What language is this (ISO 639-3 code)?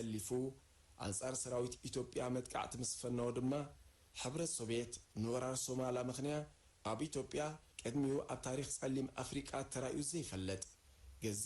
tir